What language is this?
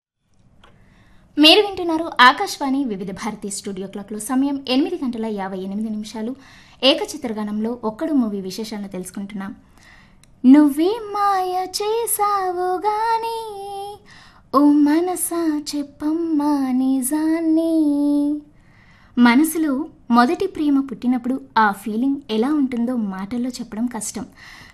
Telugu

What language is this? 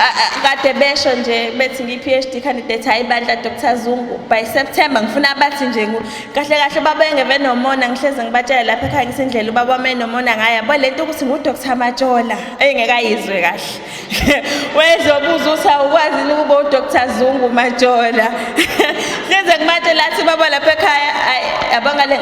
Zulu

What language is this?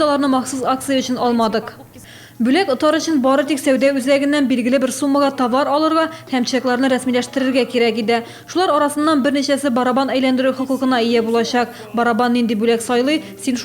Tatar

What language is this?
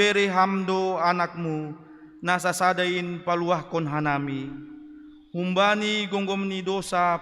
Batak Simalungun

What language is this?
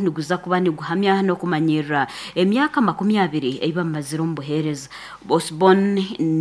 Nyoro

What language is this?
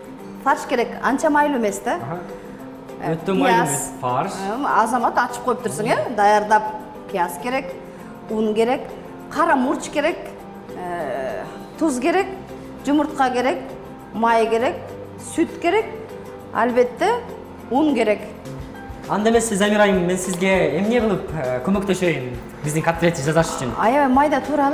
Kyrgyz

